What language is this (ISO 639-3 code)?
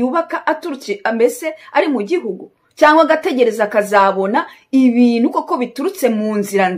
kin